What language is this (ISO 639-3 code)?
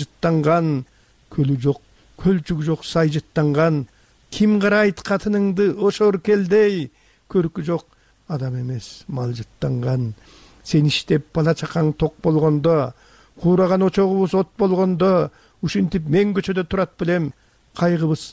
kir